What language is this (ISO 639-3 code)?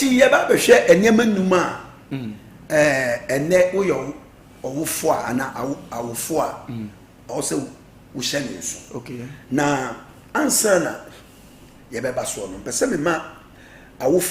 aka